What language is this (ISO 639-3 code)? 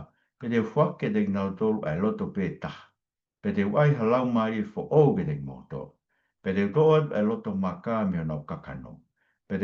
ton